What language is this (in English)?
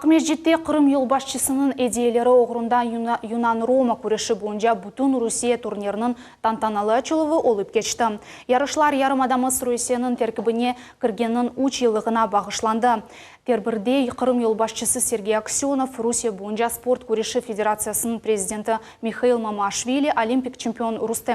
Crimean Tatar